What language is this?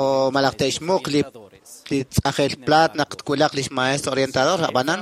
Kekchí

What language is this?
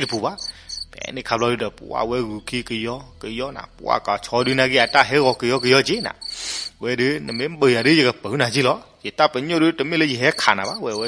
S'gaw Karen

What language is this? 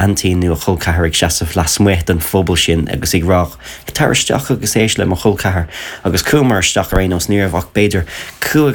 Irish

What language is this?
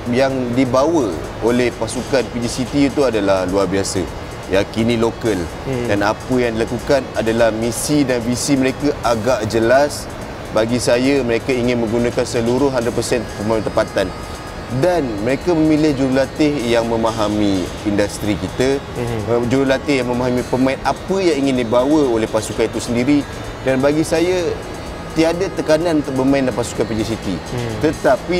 Malay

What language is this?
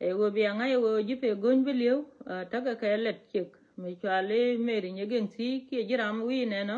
Nuer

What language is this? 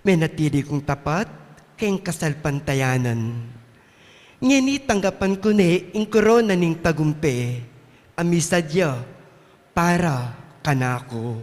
Pampanga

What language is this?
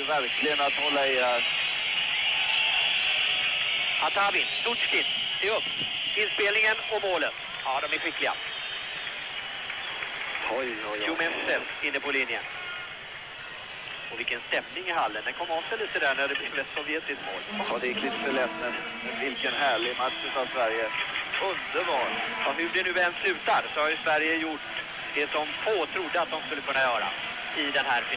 Swedish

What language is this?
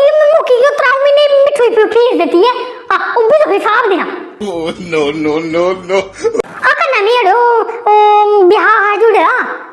Dogri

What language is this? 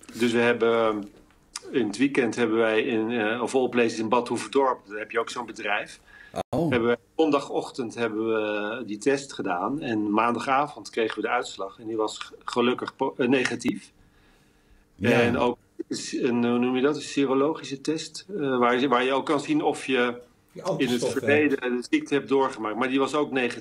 Dutch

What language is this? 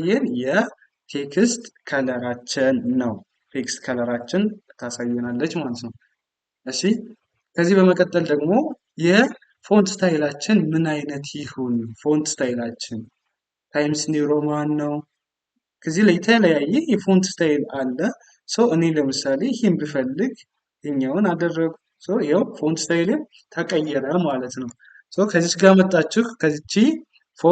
Amharic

